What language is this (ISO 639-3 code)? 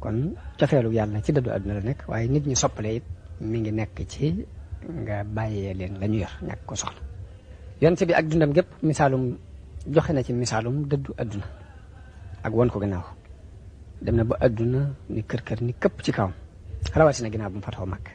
wol